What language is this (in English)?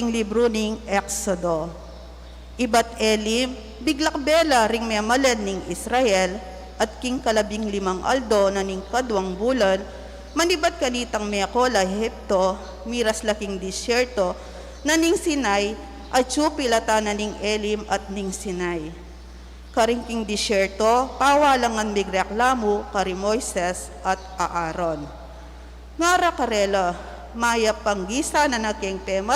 Pampanga